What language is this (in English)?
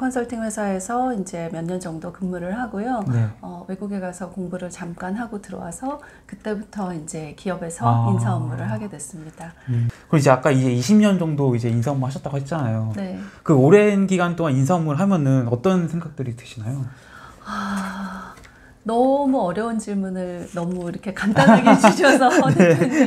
Korean